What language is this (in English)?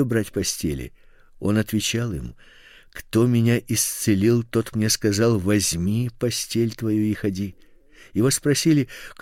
Russian